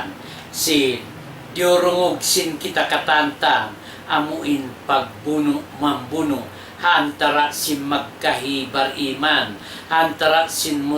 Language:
Tausug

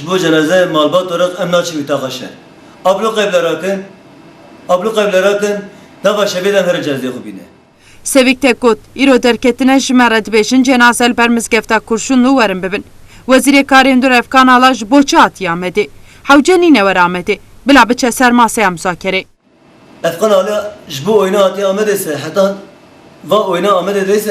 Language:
Kurdish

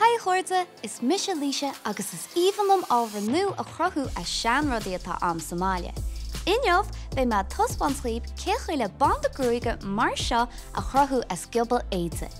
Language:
Irish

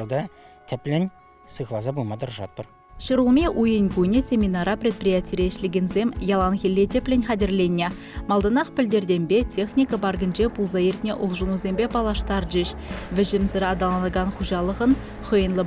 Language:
Chuvash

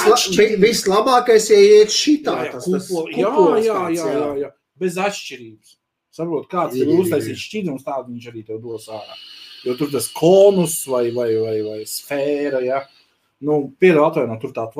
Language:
Latvian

